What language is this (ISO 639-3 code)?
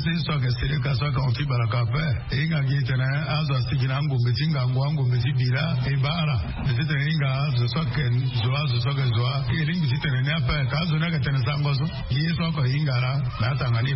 sag